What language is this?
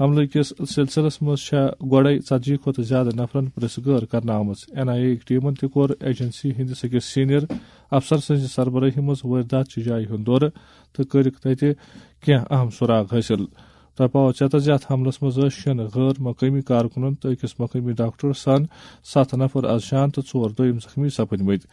Kashmiri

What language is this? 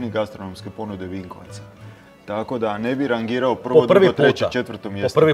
Croatian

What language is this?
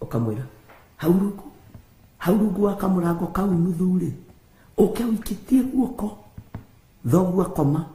Kikuyu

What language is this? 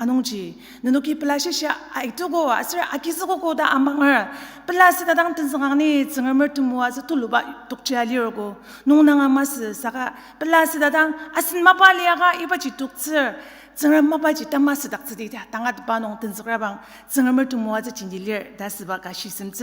Ao Naga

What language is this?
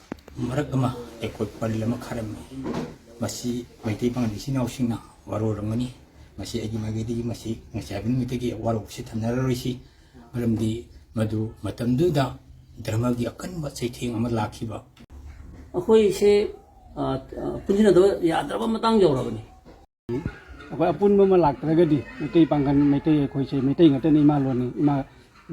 Manipuri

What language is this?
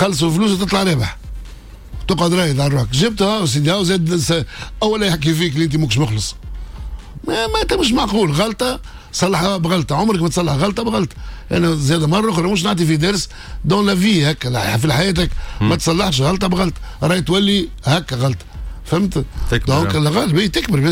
Tunisian Arabic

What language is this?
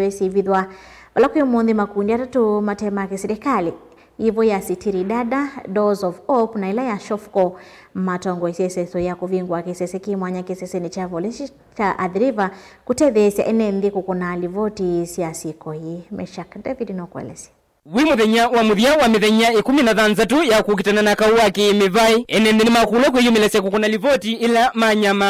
Kamba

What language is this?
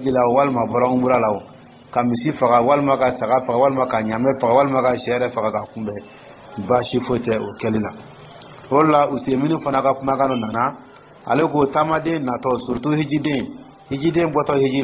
Dyula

